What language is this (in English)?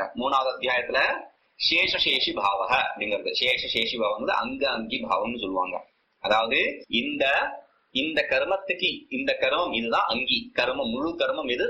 Tamil